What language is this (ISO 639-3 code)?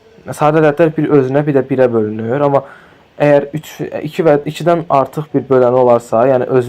aze